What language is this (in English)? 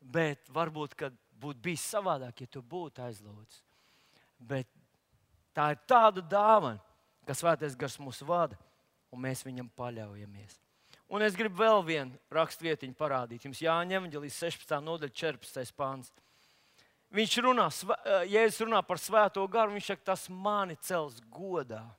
Latvian